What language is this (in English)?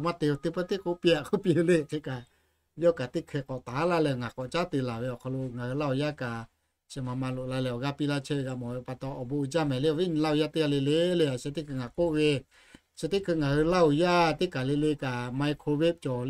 Lahu